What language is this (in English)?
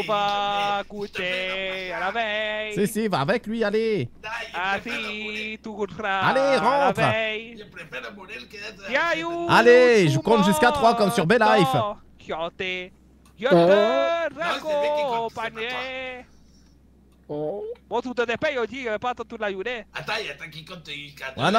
French